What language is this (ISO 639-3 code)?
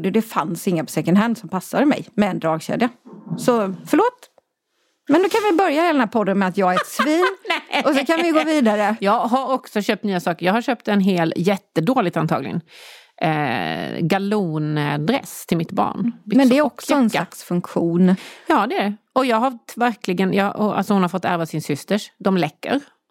swe